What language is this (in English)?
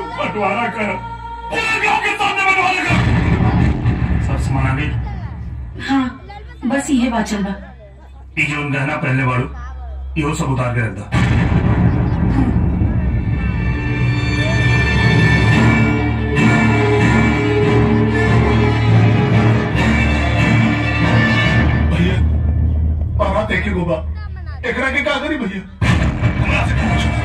Bhojpuri